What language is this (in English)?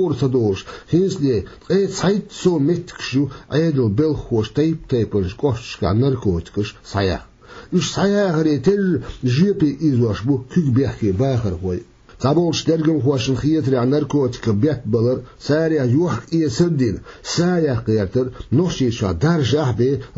Chechen